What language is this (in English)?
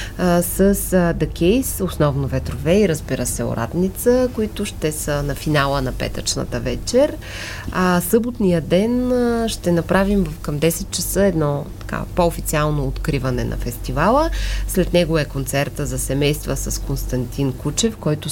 Bulgarian